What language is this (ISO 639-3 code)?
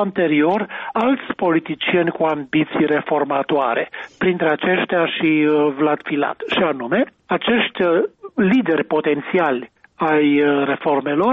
ron